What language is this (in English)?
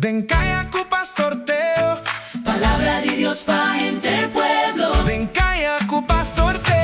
Papiamento